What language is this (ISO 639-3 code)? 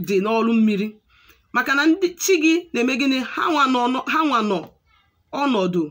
ibo